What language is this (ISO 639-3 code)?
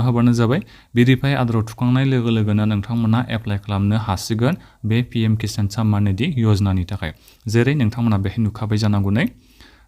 brx